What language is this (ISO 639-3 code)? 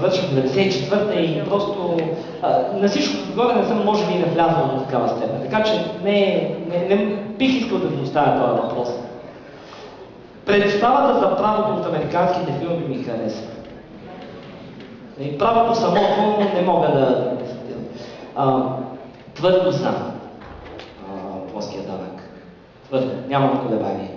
bul